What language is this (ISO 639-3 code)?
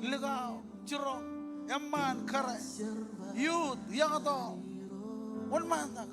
mah